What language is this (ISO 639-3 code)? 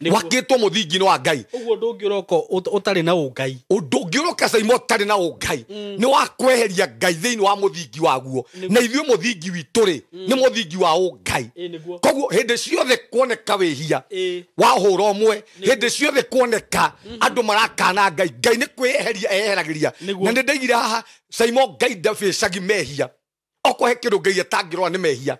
kik